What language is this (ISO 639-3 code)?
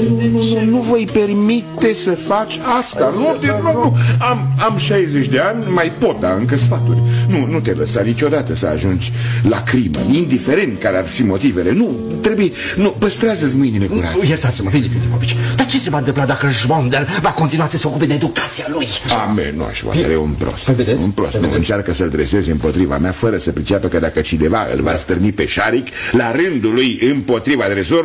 ron